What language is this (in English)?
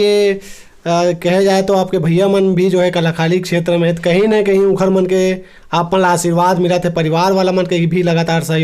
Chhattisgarhi